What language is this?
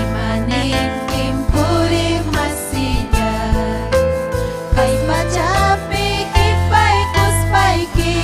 Ayacucho Quechua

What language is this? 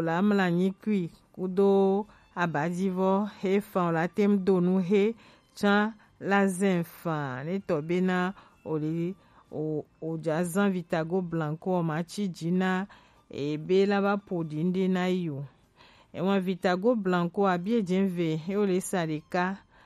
Gen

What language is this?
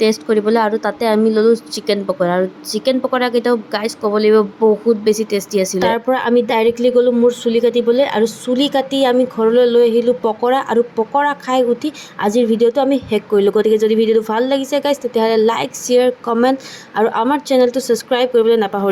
Assamese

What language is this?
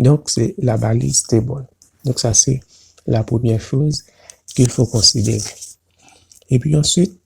Haitian Creole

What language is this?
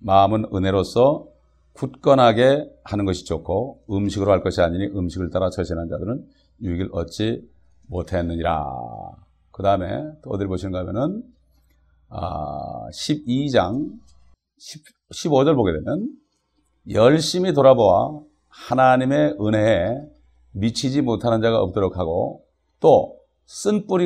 Korean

